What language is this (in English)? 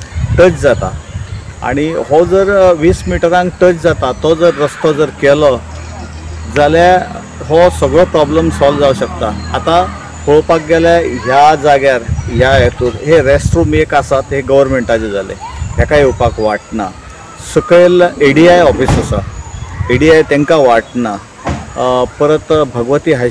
Konkani